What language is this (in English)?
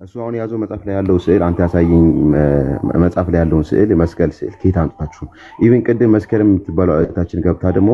Amharic